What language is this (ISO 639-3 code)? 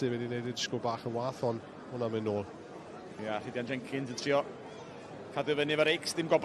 cym